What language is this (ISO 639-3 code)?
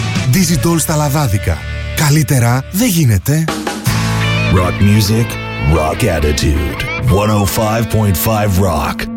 ell